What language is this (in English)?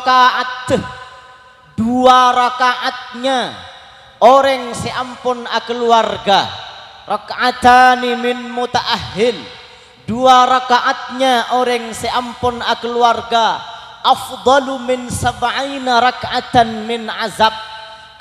Madurese